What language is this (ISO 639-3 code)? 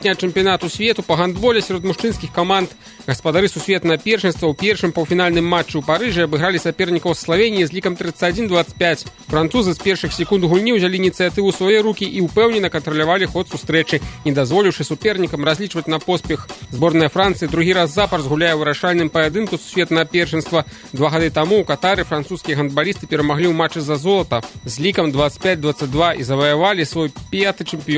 bel